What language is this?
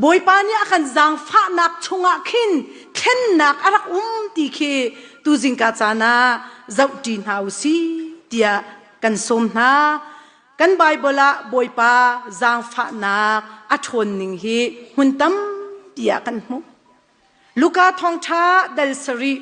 Hakha Chin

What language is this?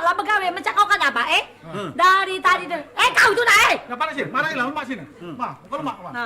Musi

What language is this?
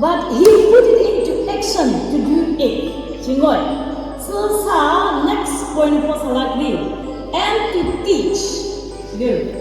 Chokri Naga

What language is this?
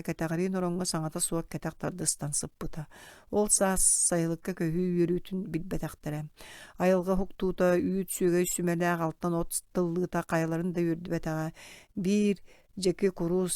Yakut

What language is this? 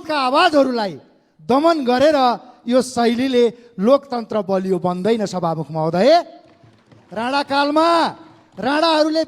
Nepali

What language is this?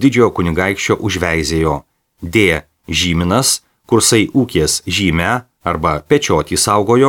Lithuanian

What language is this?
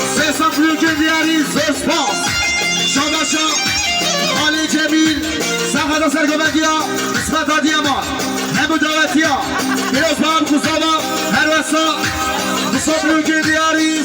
Kurdish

